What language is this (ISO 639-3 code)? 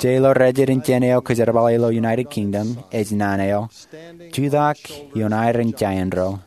mah